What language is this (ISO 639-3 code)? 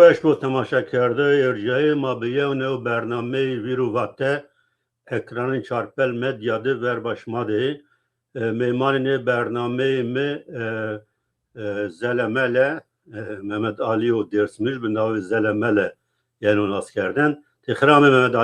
zza